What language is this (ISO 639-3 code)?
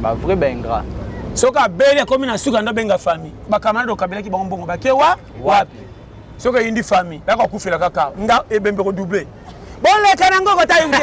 lin